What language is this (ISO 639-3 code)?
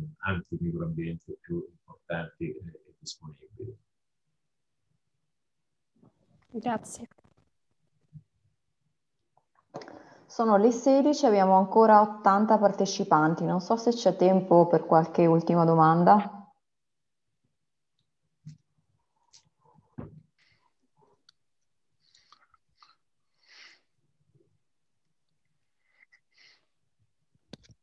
ita